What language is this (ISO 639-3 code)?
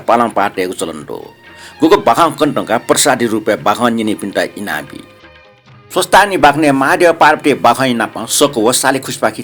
new